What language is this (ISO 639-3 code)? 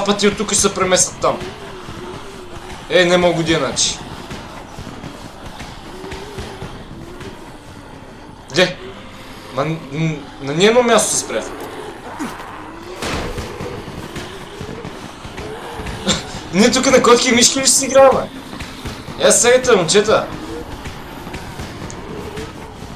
bul